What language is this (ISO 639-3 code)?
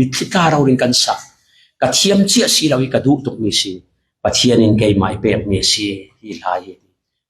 cfm